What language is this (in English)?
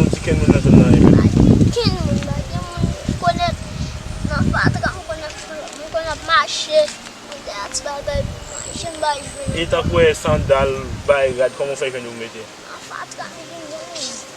Haitian Creole